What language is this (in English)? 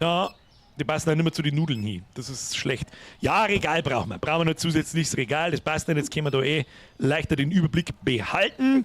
Bavarian